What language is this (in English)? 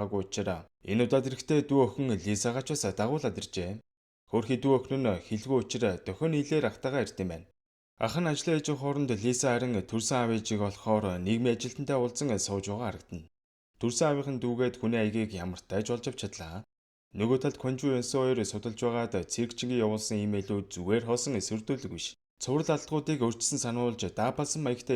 Mongolian